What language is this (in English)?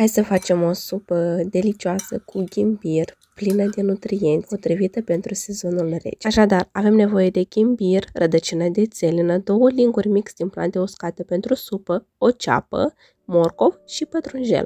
Romanian